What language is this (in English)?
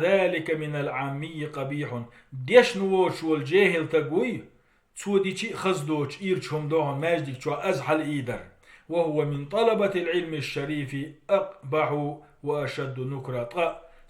Chechen